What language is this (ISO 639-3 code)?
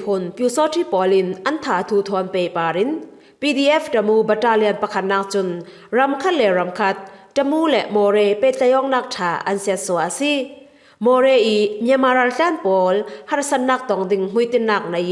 cfm